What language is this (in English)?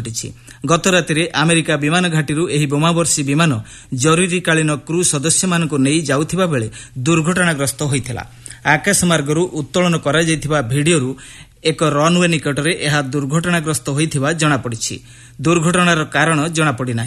Odia